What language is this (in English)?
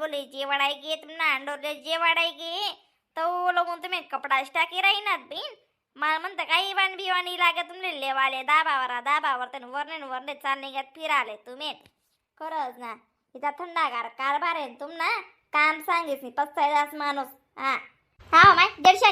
Khandesi